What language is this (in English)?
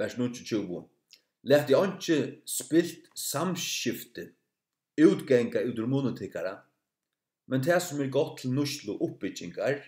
Faroese